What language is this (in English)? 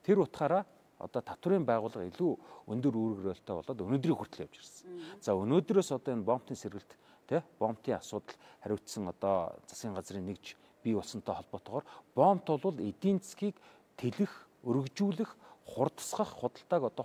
Mongolian